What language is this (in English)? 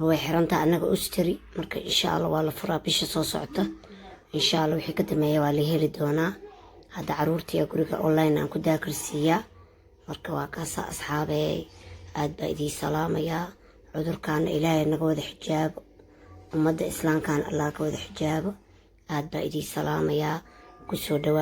Somali